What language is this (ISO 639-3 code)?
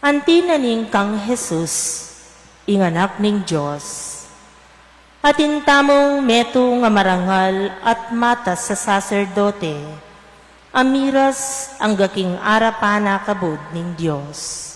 pam